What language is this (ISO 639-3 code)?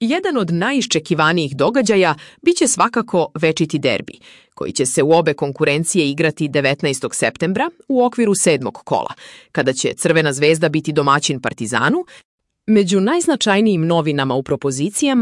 srp